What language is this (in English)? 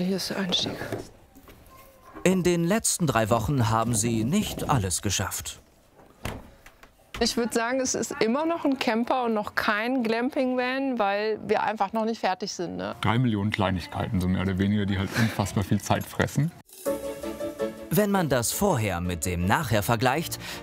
German